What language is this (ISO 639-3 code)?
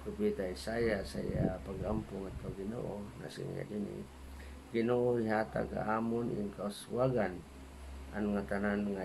war